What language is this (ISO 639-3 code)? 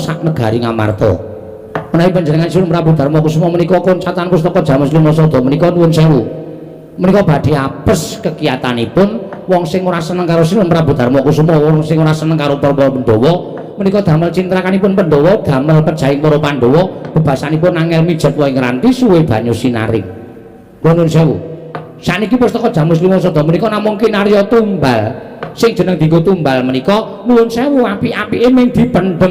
jav